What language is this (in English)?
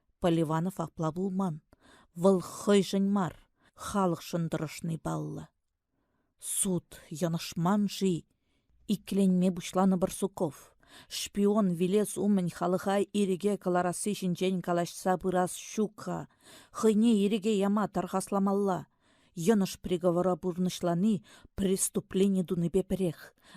Chuvash